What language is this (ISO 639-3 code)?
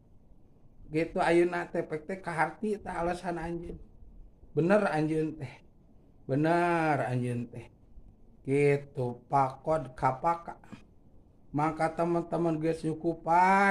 sun